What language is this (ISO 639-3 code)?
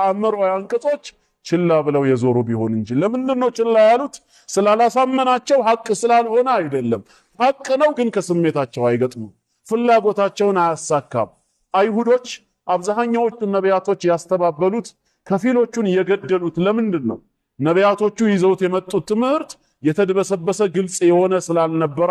amh